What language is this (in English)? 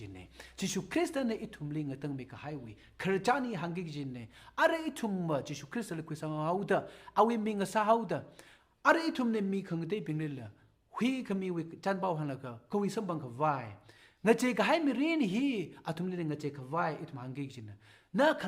Tangkhul Naga (India)